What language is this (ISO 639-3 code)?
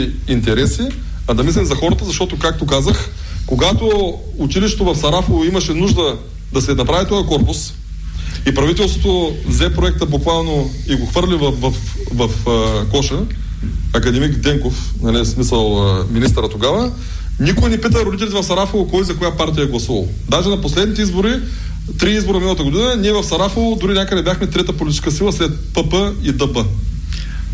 bul